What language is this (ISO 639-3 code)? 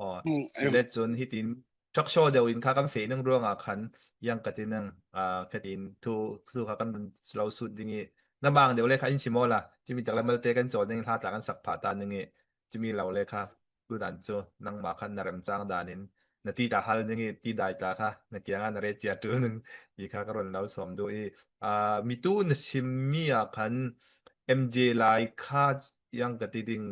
cfm